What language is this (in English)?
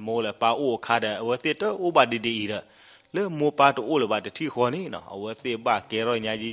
S'gaw Karen